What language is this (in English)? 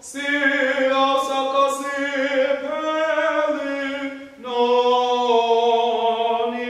Swati